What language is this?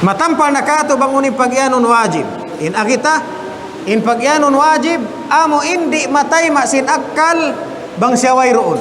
Tausug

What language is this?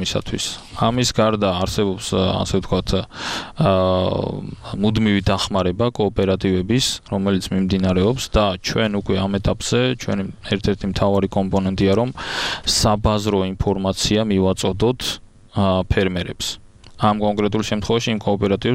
Georgian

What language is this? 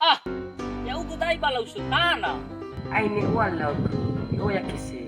Nias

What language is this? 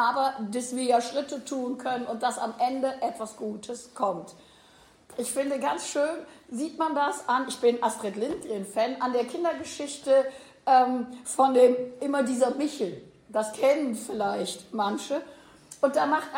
German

